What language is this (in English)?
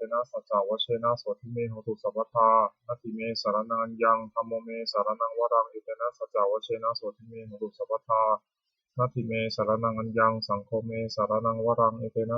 Pali